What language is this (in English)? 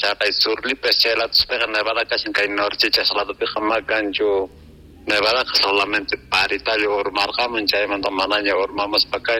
South Bolivian Quechua